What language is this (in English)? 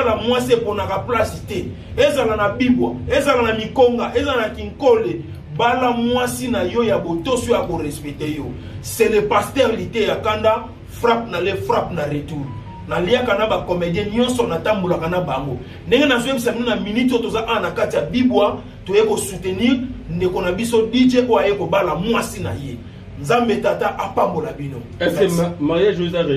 Lingala